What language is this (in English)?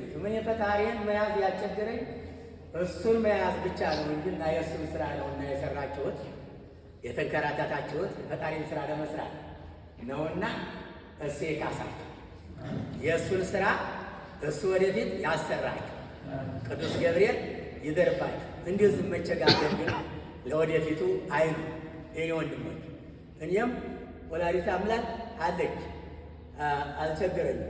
Amharic